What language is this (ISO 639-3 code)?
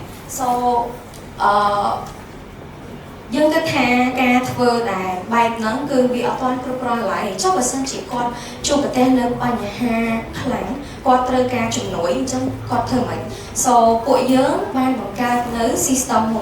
khm